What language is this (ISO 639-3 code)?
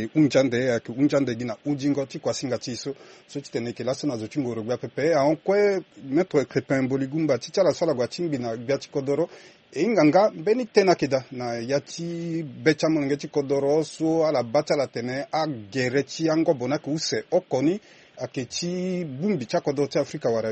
sag